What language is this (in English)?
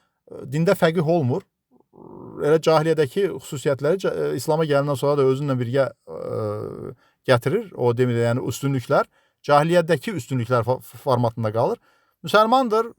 Azerbaijani